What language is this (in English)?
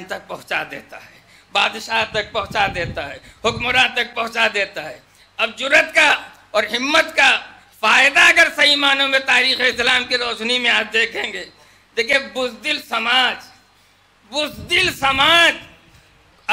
Urdu